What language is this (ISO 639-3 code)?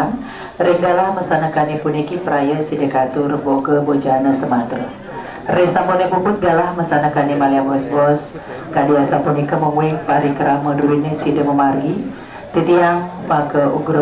ban